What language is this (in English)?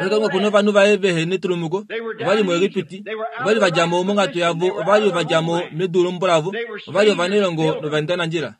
Kuanyama